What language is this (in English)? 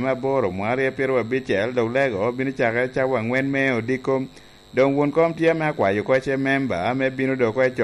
Lango (Uganda)